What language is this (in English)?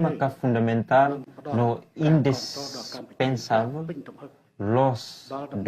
Tetum